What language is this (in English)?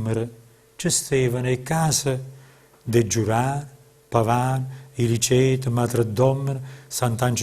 Neapolitan